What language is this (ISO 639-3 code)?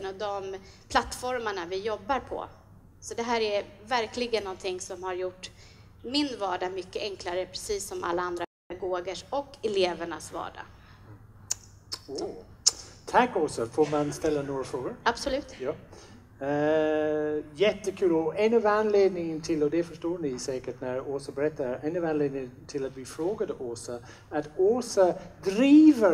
swe